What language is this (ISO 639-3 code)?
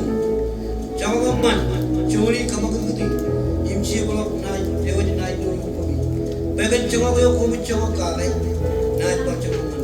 mah